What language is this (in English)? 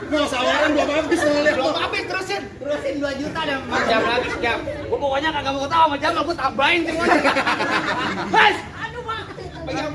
Betawi